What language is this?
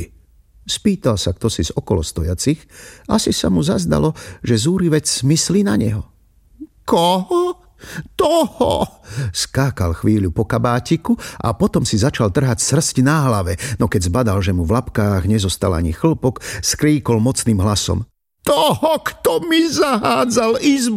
Slovak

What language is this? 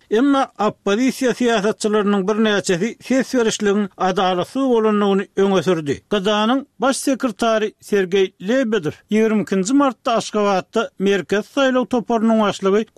Turkmen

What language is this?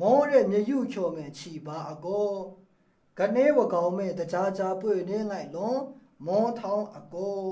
Maru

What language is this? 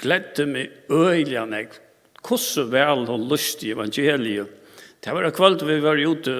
Faroese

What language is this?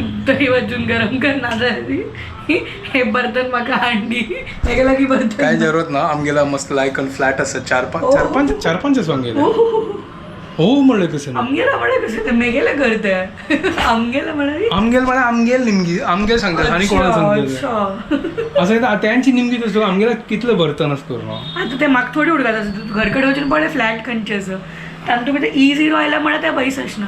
Konkani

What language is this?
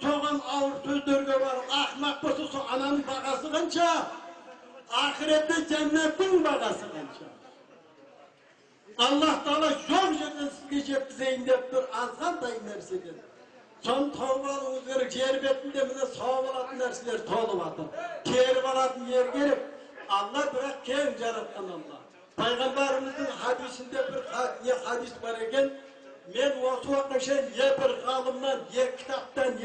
Kazakh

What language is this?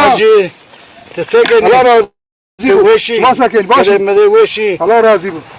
Zaza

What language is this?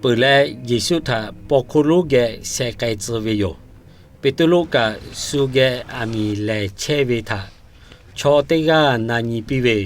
Lahu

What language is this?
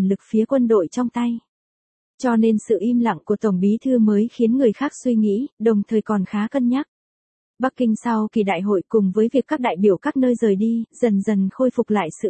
Vietnamese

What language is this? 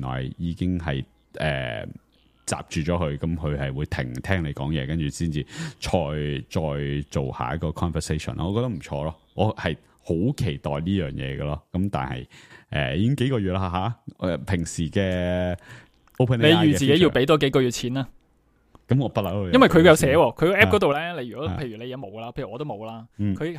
Cantonese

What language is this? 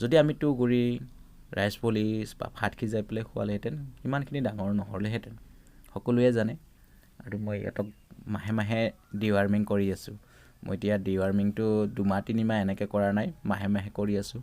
Assamese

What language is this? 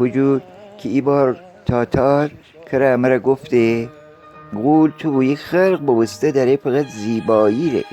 Gilaki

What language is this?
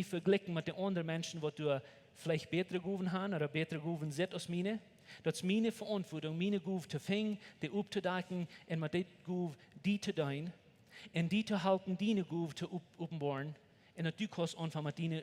Plautdietsch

